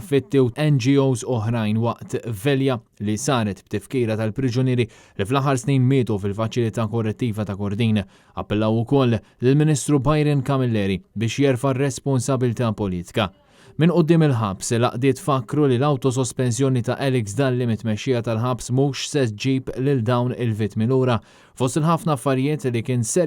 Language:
Maltese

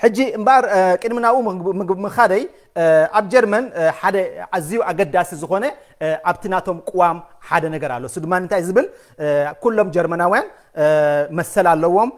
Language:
Tigrinya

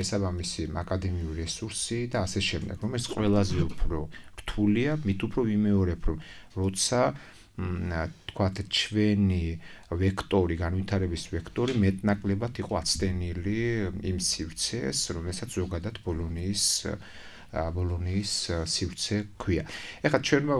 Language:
Georgian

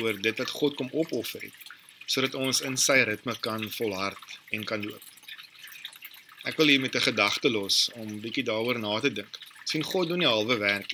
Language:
Afrikaans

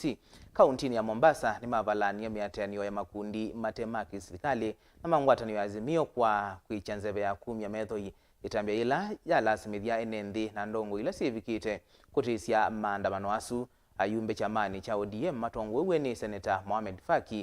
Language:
Kamba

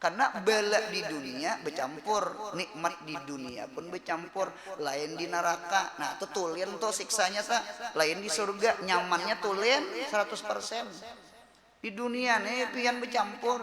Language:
Banjar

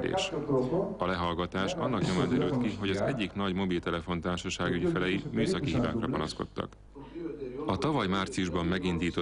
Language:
Hungarian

